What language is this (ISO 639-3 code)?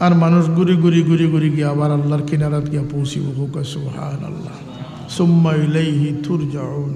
syl